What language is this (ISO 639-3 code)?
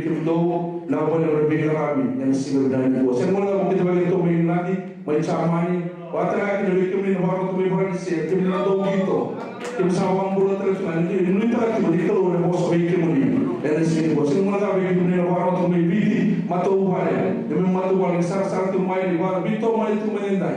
fij